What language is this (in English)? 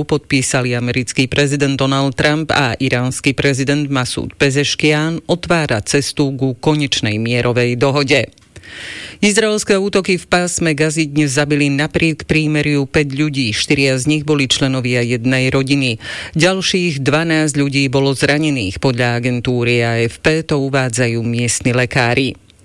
Slovak